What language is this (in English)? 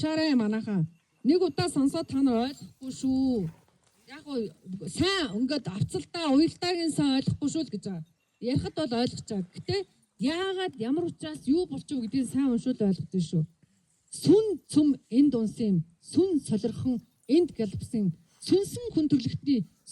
Mongolian